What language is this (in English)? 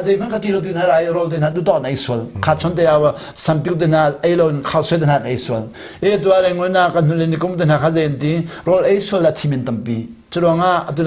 Hakha Chin